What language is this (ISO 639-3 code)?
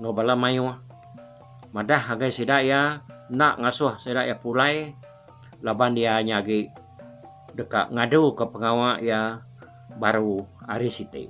iba